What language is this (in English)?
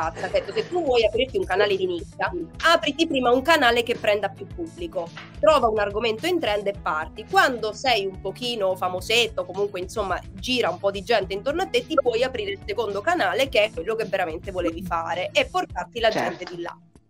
Italian